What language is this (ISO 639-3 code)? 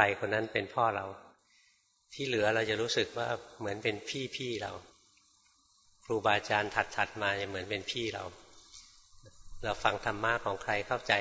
tha